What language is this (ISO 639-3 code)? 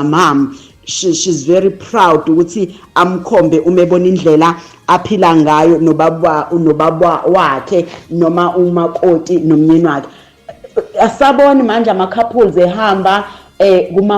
zul